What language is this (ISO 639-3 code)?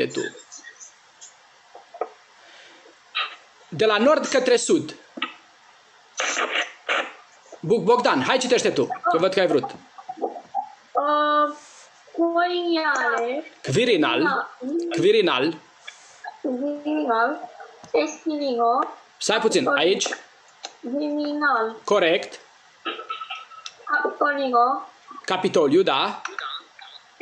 ron